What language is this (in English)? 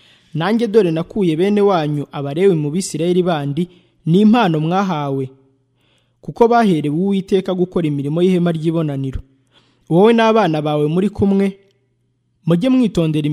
Kinyarwanda